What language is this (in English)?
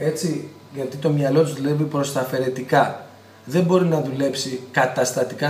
Greek